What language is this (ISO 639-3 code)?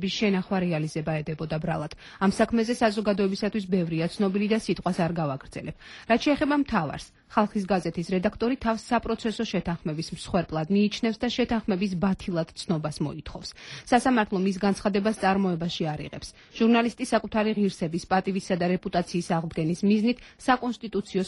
kat